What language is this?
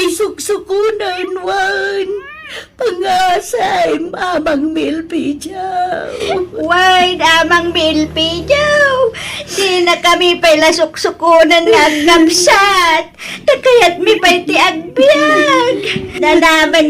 Iloko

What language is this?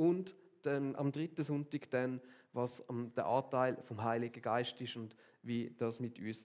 Swiss German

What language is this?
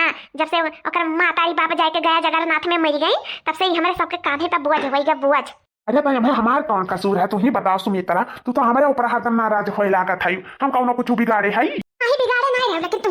Awadhi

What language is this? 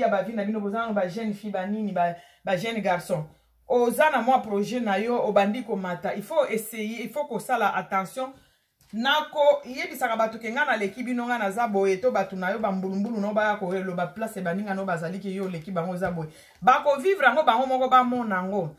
Lingala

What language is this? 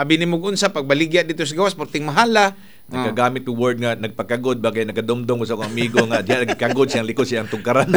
Cebuano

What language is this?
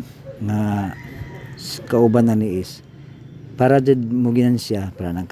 Cebuano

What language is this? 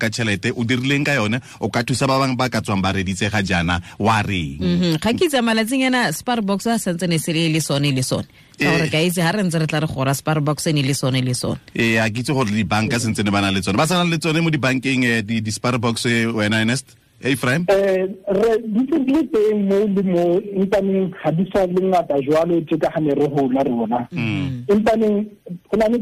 Tswana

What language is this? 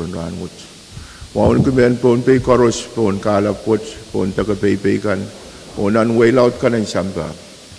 Pohnpeian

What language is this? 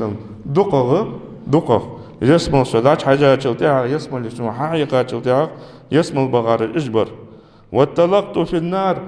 Ingush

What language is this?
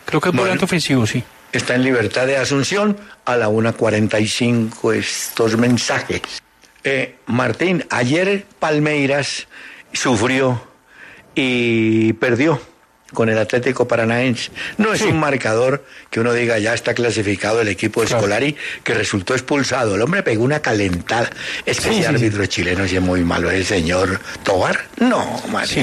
Spanish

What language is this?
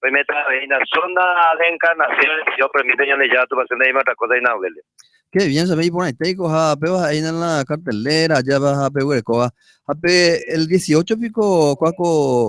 Guarani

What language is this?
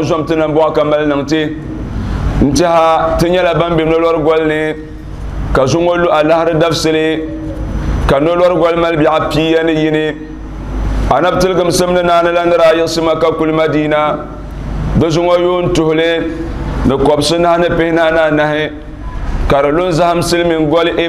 Dagbani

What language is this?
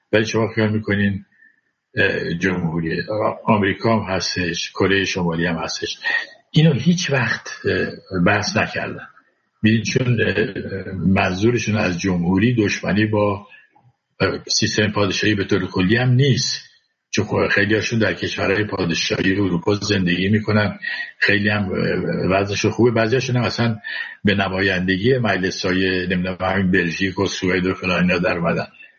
Persian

